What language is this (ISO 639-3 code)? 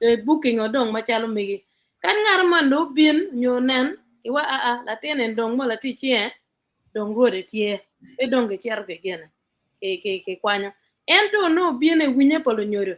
ach